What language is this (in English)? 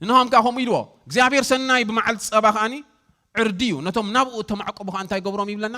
Tigrinya